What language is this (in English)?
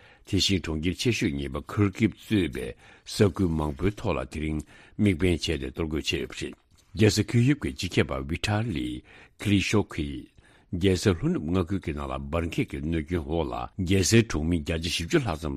Tibetan